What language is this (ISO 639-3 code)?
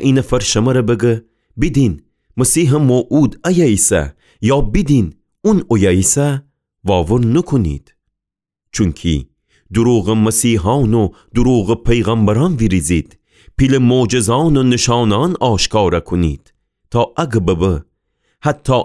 glk